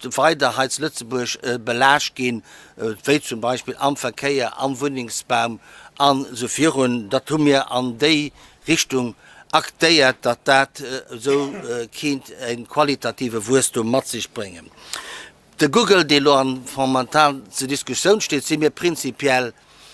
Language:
Luxembourgish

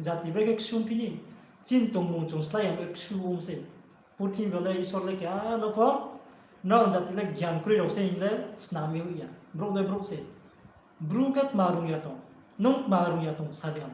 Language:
Riang (India)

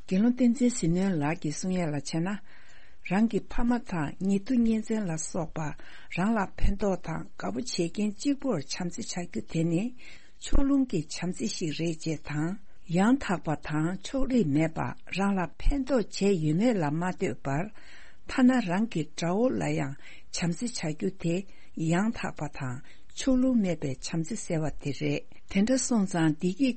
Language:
Tibetan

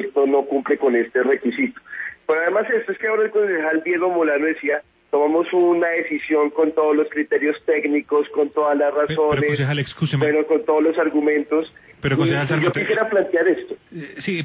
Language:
Spanish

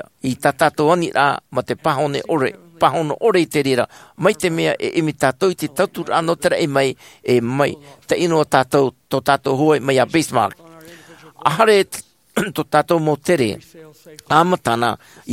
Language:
Tahitian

